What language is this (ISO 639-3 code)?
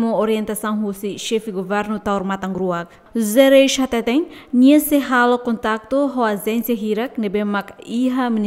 tet